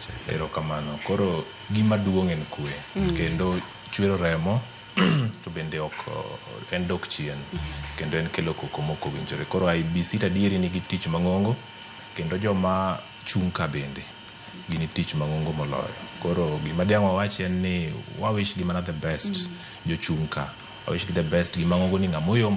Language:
Luo (Kenya and Tanzania)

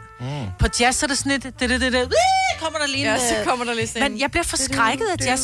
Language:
Danish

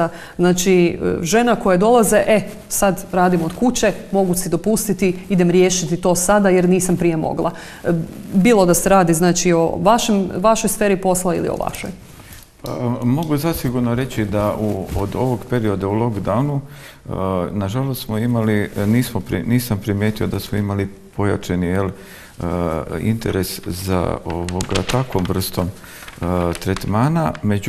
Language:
Croatian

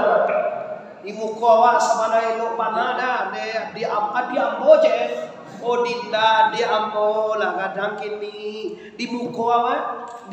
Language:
Minangkabau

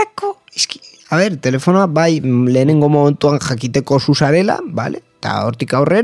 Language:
Basque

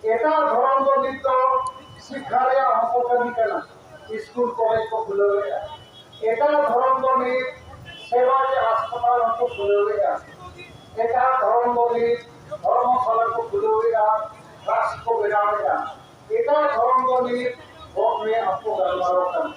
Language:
Santali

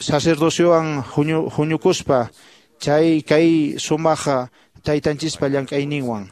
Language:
Quechua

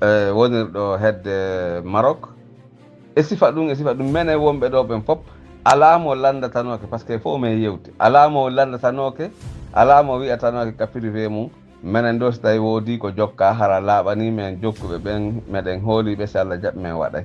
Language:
Fula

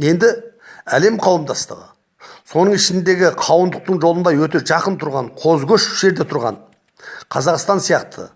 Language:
Kazakh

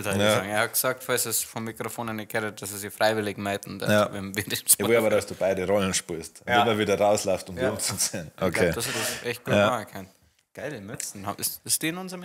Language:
Bavarian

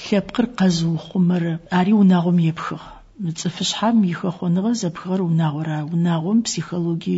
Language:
Adyghe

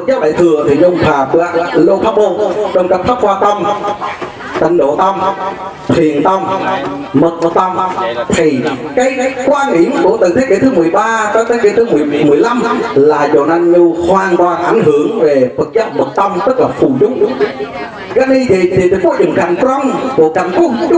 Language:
Vietnamese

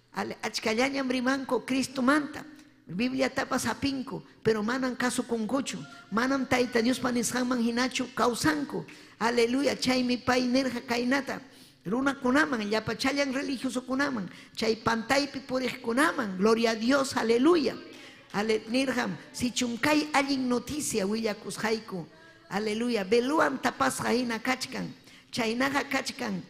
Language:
Ayacucho Quechua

